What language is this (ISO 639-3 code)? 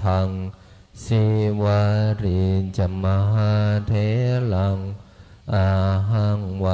pli